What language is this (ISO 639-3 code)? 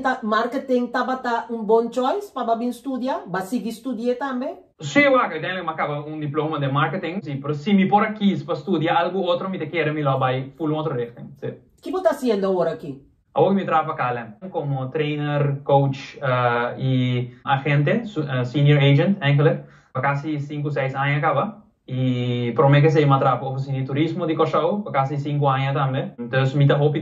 pap